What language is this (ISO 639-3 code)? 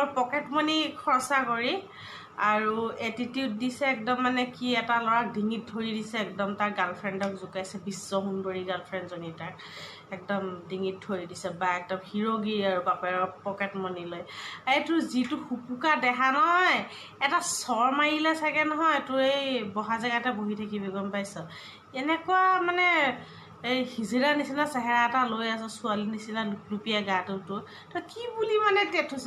asm